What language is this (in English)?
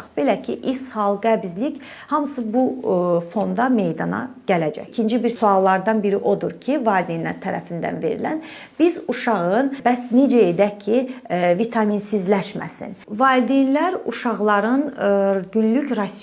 Azerbaijani